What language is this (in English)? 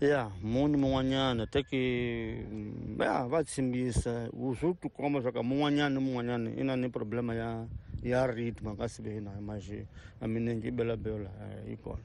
Tsonga